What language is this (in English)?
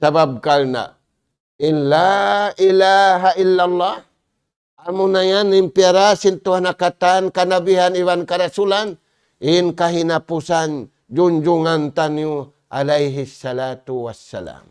Tausug